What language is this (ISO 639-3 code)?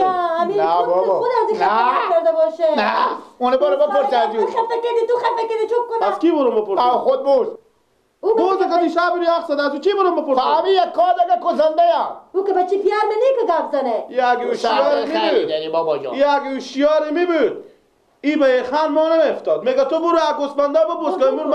fas